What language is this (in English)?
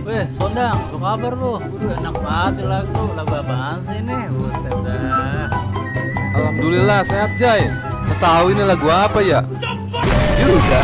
Betawi